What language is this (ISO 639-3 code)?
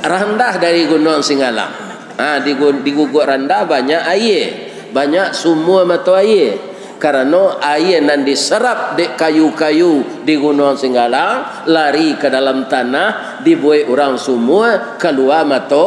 min